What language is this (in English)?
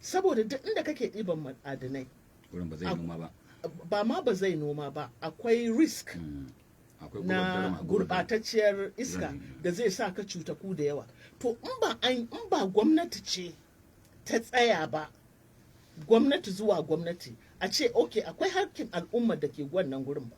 Hausa